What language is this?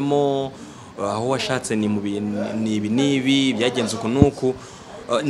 Kinyarwanda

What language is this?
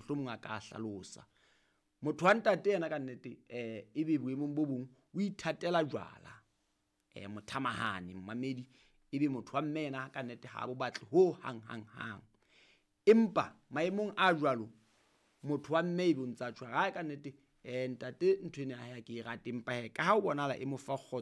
Southern Sotho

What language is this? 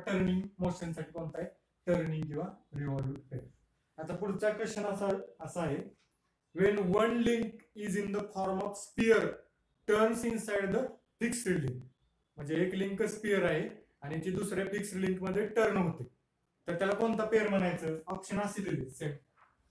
Marathi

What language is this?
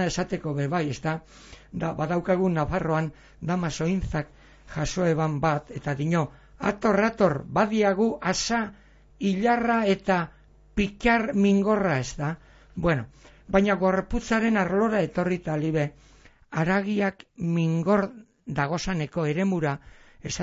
Basque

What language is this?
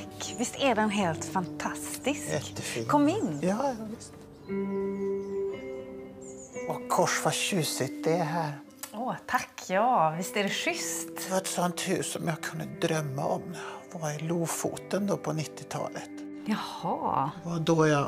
Swedish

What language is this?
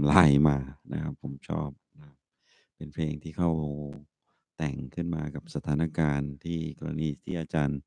Thai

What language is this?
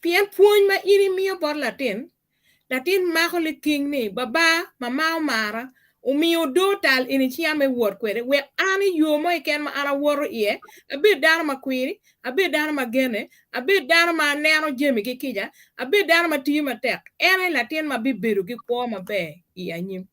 Acoli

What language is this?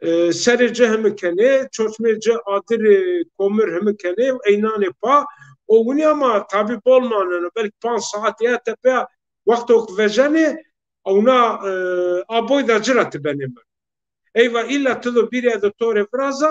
Zaza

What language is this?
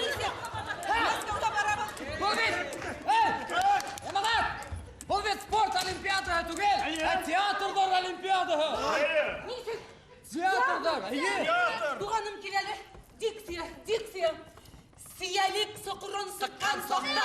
Bashkir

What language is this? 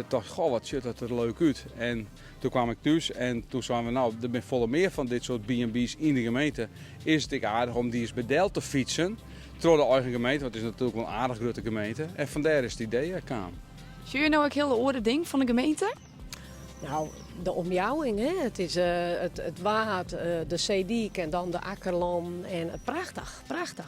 Western Frisian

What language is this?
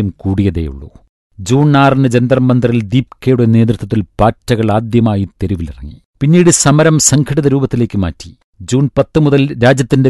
Malayalam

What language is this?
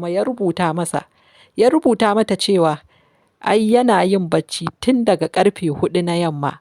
Hausa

